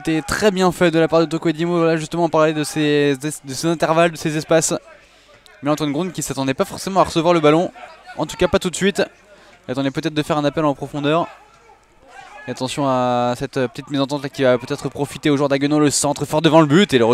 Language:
French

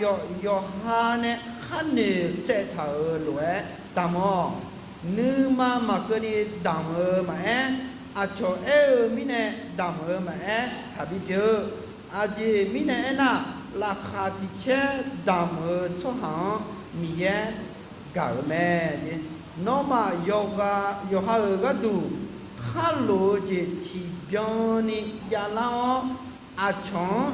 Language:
Akha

